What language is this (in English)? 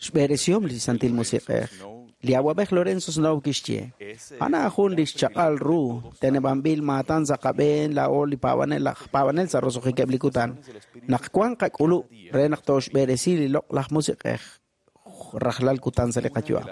Kekchí